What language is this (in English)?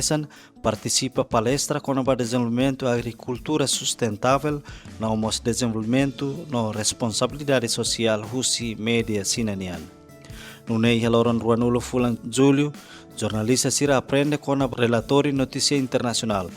Tetum